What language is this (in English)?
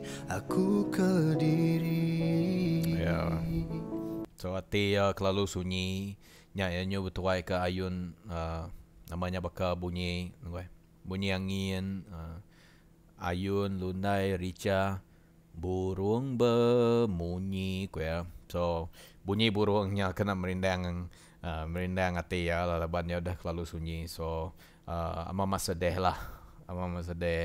Iban